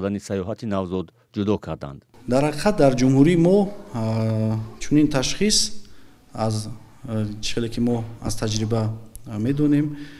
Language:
Tajik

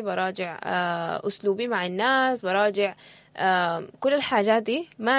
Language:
Sudanese Arabic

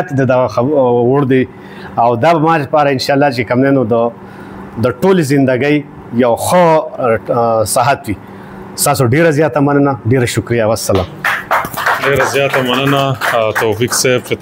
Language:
Pashto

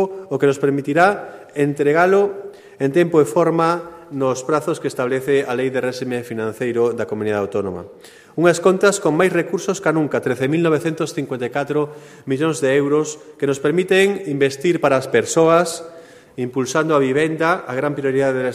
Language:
Galician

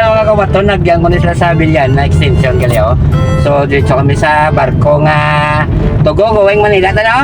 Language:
Hiligaynon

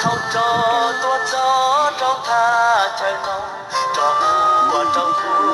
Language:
Hmong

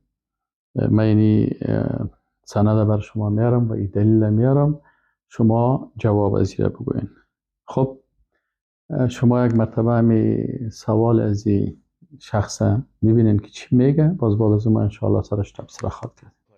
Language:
Persian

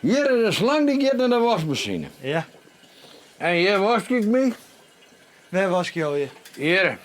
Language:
Western Frisian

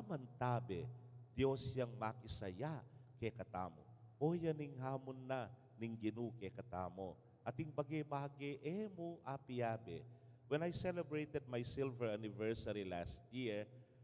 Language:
Pampanga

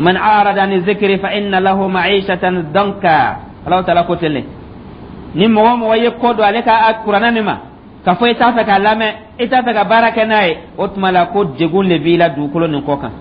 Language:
Dyula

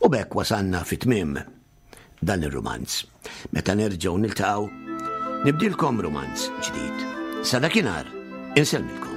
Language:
Maltese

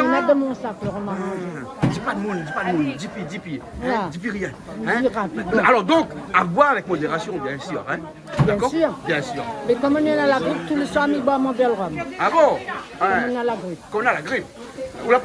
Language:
Réunion Creole French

